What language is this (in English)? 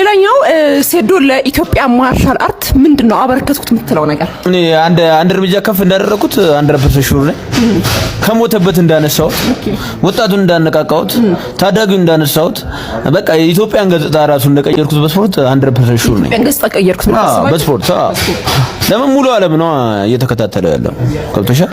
Amharic